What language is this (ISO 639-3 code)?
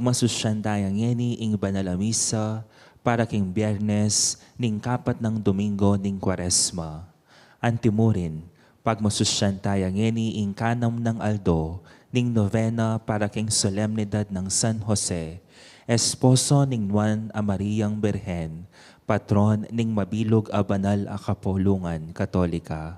pam